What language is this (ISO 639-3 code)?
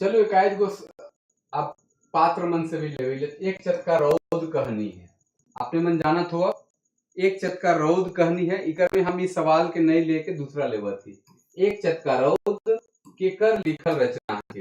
sck